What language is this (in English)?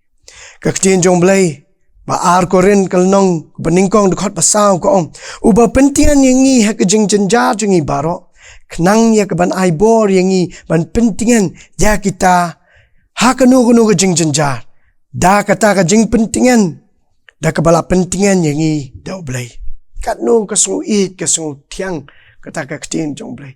Khasi